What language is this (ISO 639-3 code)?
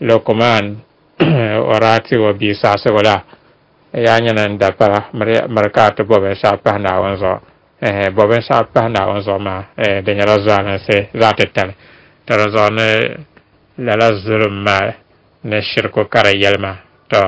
dag